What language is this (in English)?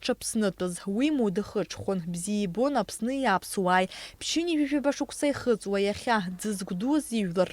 Abkhazian